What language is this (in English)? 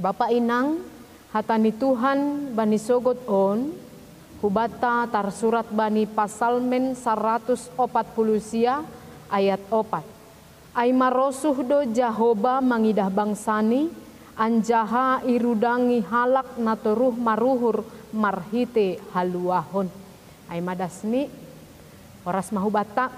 Batak Simalungun